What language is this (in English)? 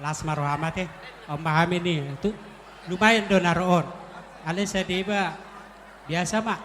Batak Toba